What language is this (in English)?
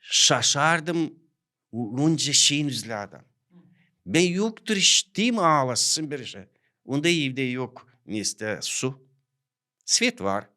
Gagauz